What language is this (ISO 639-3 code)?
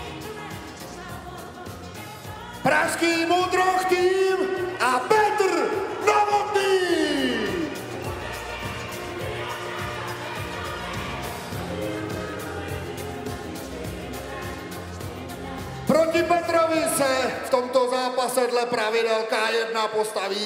ces